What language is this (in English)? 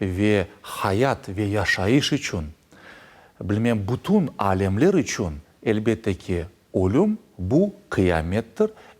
Crimean Tatar